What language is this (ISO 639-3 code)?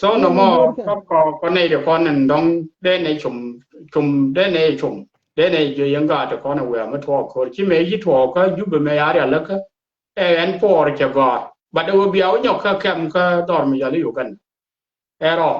nus